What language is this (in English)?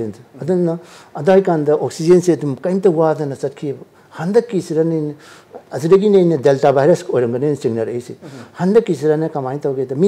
Manipuri